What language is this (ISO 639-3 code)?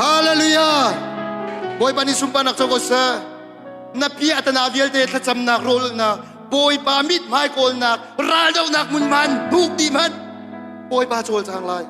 cnh